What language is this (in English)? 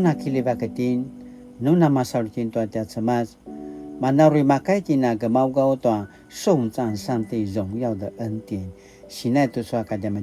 Paiwan